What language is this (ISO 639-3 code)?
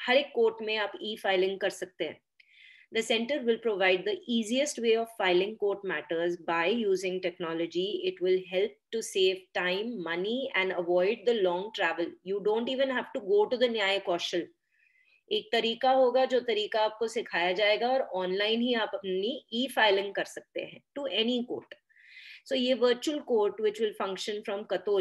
hin